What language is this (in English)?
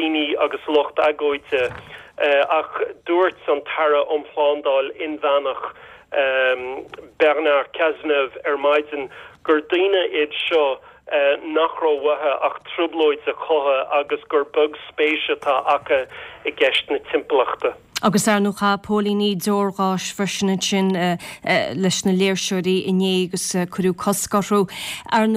Irish